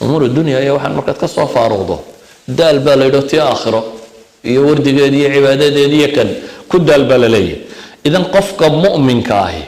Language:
Somali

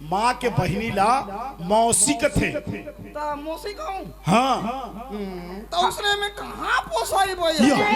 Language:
Chhattisgarhi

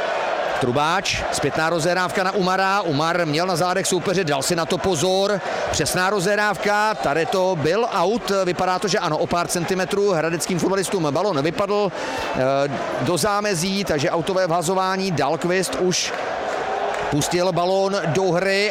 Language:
Czech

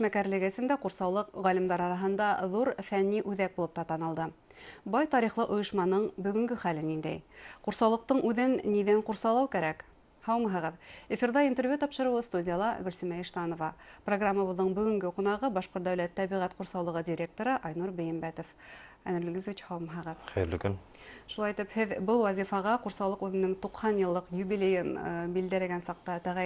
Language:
Bashkir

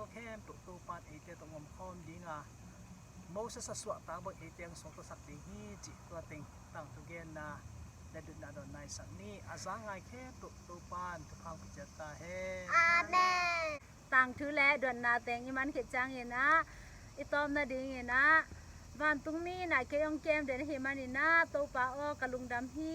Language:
Tedim Chin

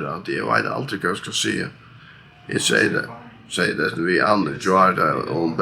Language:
Faroese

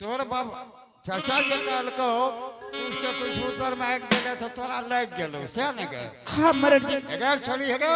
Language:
Angika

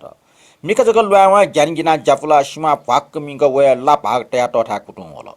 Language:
Newari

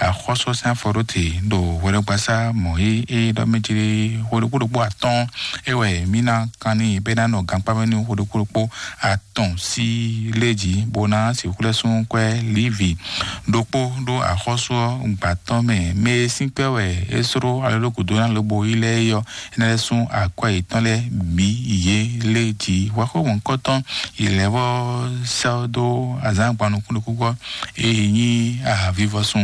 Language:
Fon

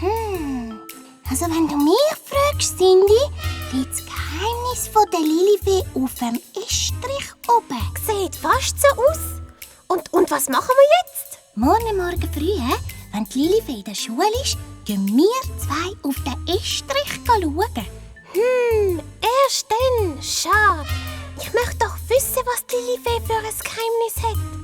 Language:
Swiss German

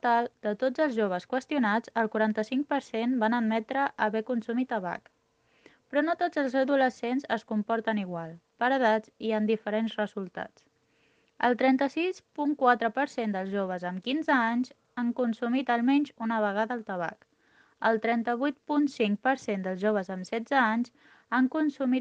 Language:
Catalan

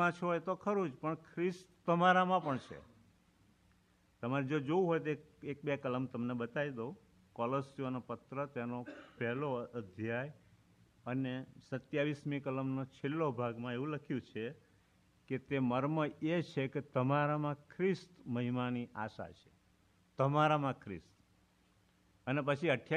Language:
Gujarati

